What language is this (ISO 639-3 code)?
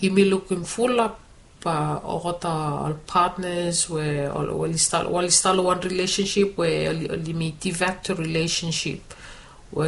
bis